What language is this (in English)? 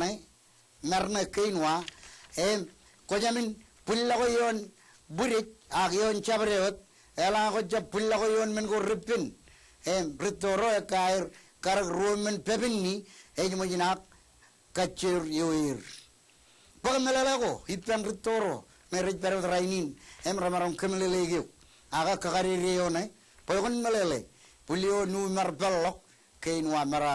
Marshallese